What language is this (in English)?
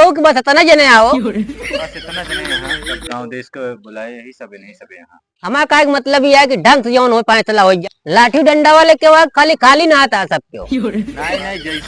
Awadhi